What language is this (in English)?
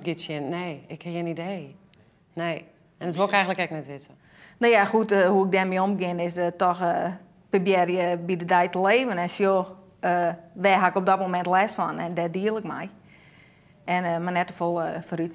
Western Frisian